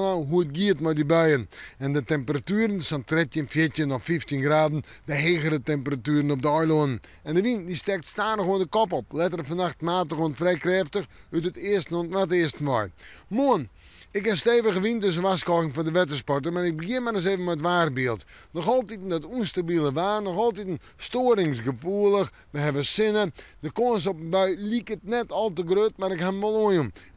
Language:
Western Frisian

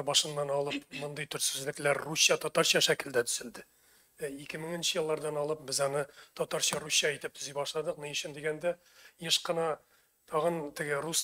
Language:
Tatar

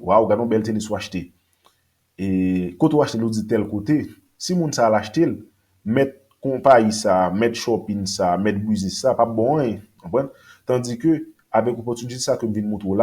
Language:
Haitian Creole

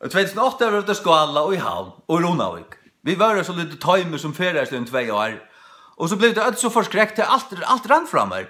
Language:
Faroese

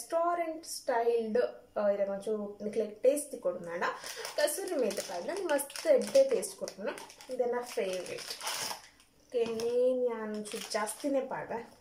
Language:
Tulu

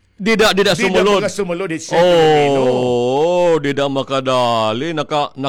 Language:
Waray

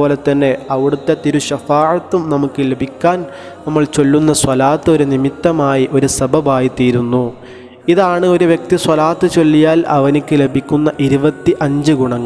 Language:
Malayalam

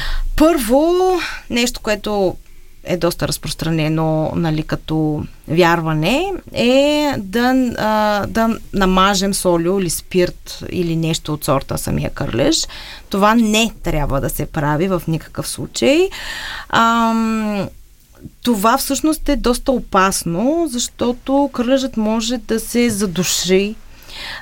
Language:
Bulgarian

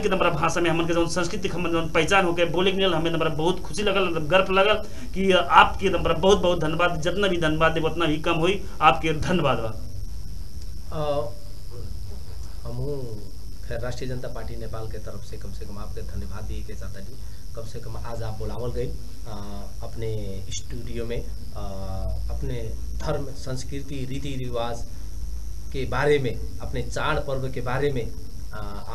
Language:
Bhojpuri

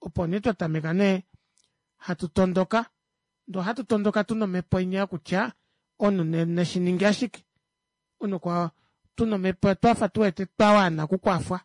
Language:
Kuanyama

